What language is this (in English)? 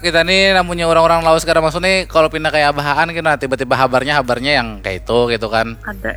Banjar